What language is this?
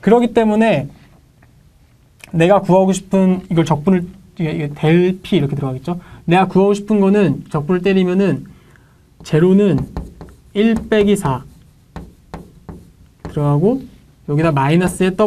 Korean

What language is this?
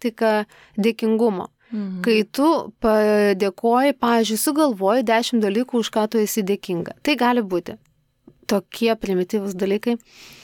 Lithuanian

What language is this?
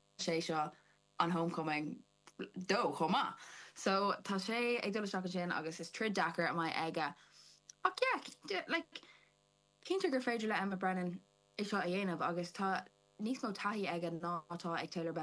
Irish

